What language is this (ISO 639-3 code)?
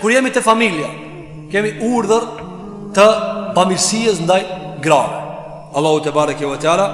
sqi